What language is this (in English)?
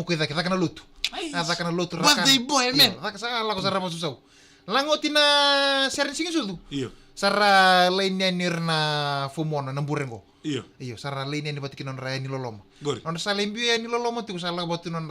Fijian